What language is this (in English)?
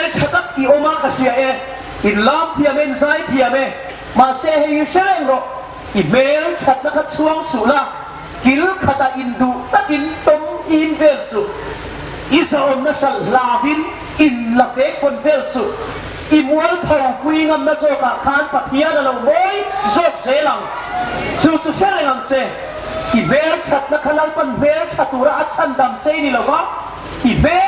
Hmar